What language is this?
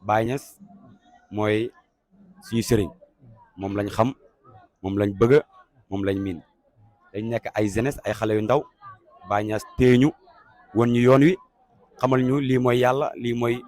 Wolof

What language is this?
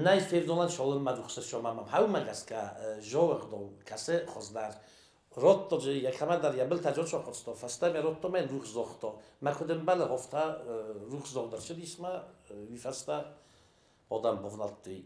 Ossetic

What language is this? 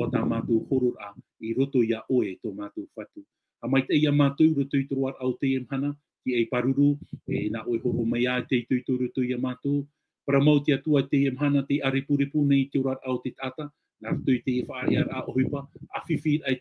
Tahitian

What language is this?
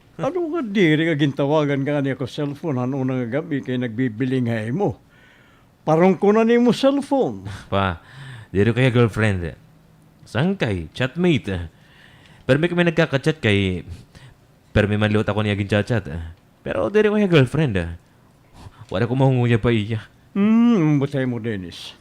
Waray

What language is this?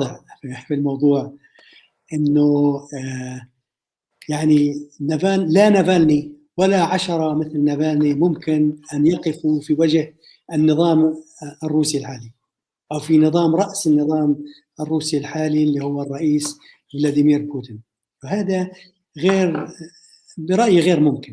North Levantine Arabic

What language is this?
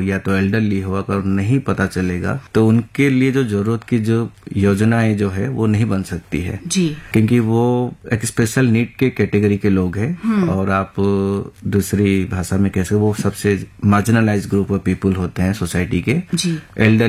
Hindi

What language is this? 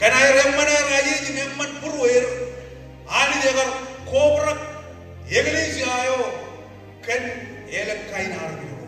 Marshallese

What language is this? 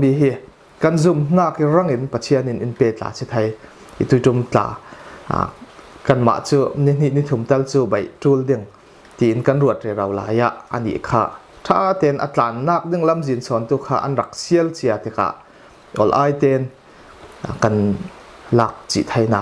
Falam Chin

